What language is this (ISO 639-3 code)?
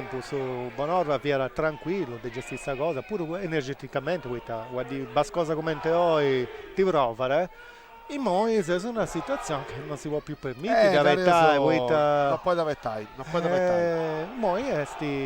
srd